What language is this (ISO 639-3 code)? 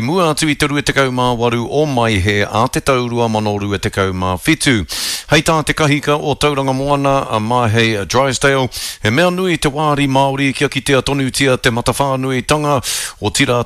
mri